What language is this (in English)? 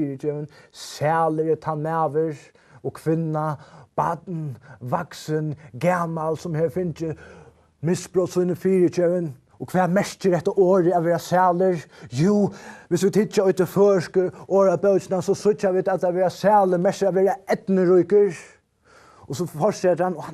Faroese